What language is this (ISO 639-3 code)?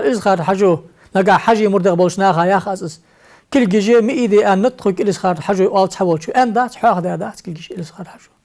inh